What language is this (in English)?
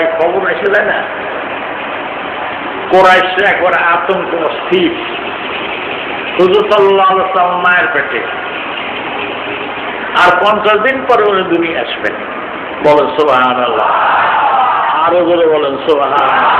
Bangla